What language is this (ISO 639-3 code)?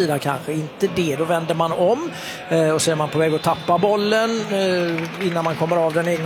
swe